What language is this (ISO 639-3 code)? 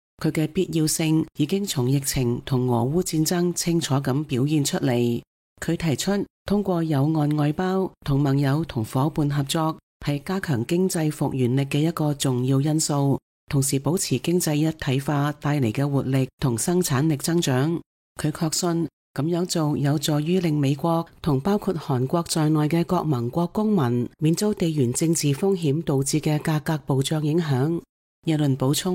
yue